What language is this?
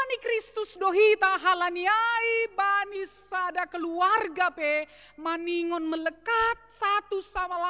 Batak Simalungun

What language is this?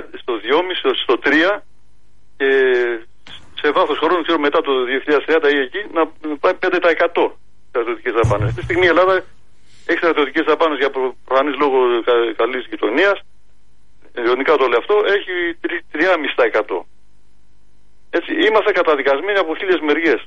Greek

